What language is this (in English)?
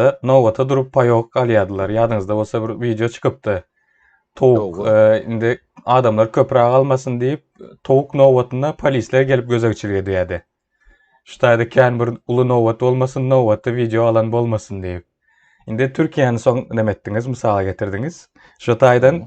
Turkmen